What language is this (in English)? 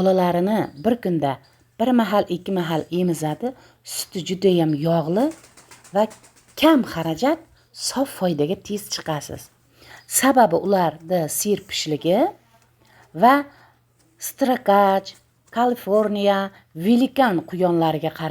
Uzbek